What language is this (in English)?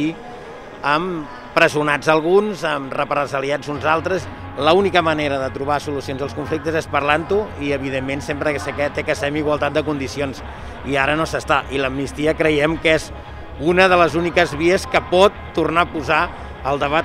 Catalan